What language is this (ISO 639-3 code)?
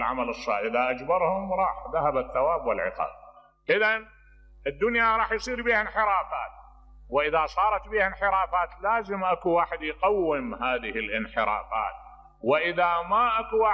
acm